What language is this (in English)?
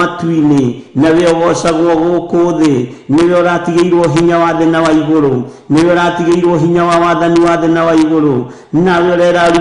Kikuyu